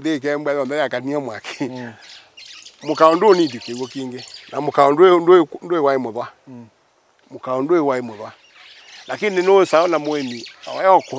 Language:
Kamba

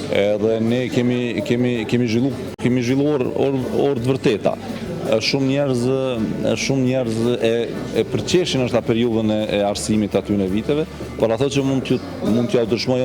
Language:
Albanian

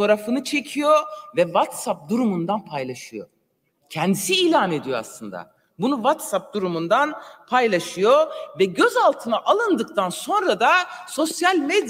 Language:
Turkish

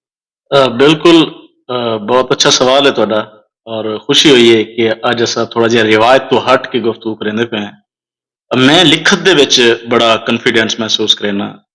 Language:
Saraiki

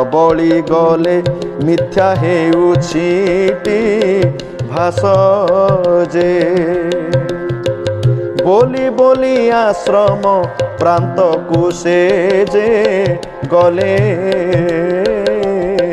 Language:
Odia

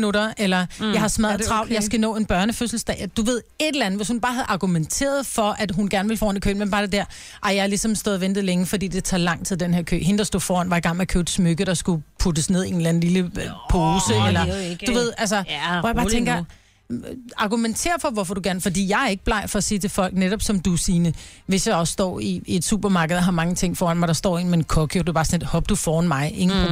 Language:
Danish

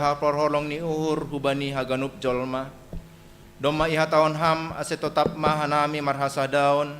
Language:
Batak Simalungun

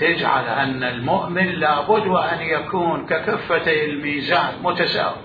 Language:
Mesopotamian Arabic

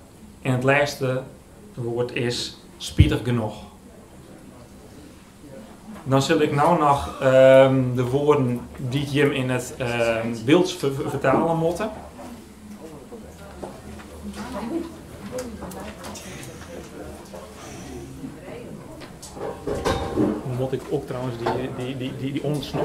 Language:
Dutch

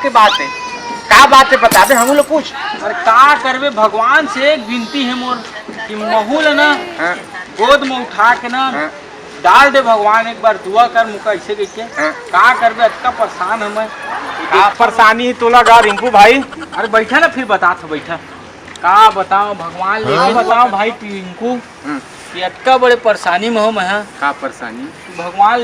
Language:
Chhattisgarhi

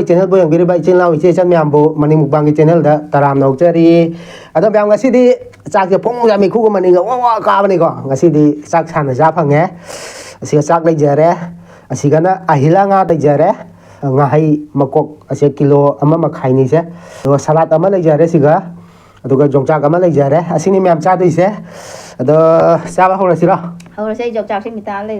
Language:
Manipuri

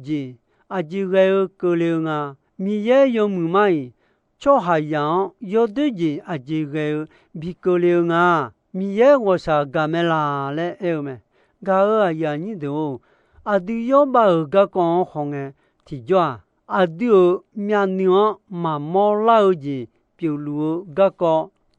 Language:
Akha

